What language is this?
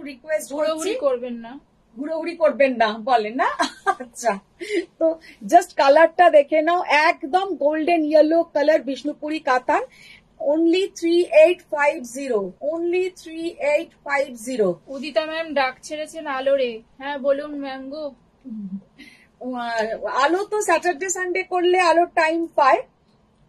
Bangla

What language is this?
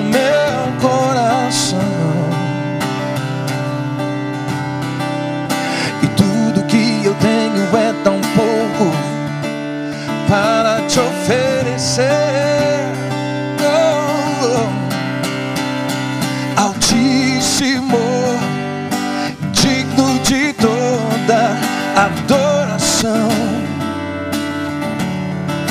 Portuguese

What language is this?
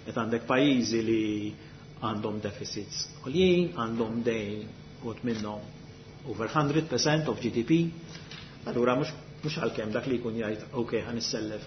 Maltese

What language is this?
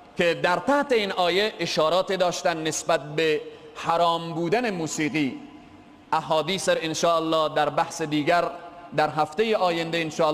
Persian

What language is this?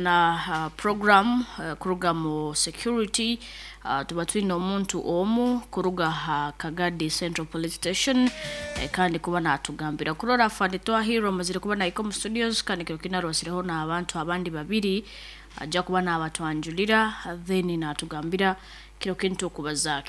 Nyankole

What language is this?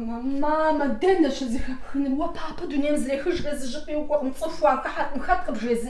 Kabardian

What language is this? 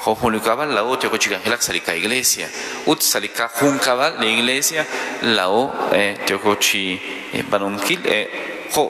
Kekchí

